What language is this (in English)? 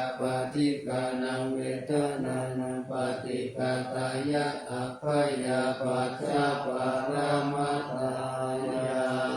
Pali